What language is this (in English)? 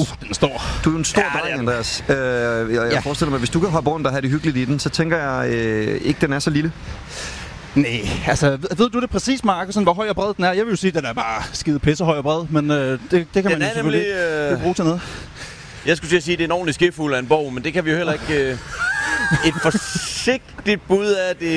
Danish